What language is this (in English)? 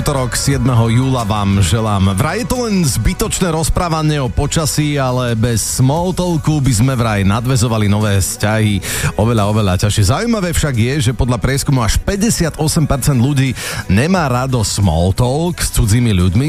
Slovak